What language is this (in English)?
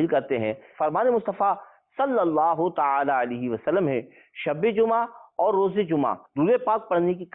Urdu